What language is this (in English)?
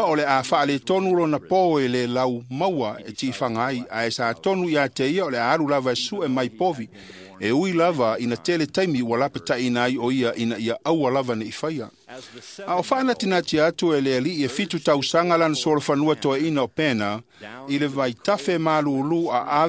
Samoan